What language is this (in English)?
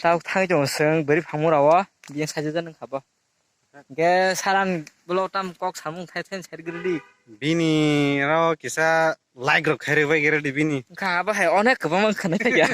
Kok Borok